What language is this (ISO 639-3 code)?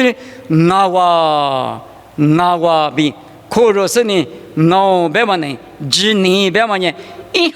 lis